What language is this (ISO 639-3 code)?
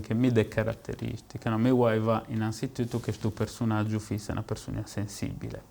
srd